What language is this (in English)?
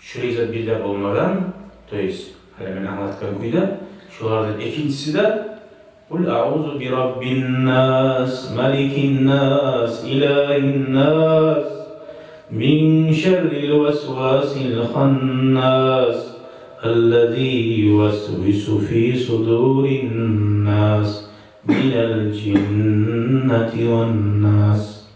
Kumyk